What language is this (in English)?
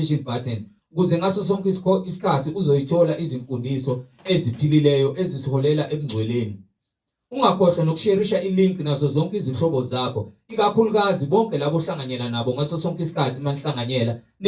Zulu